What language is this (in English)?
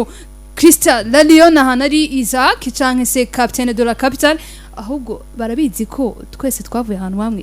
Rundi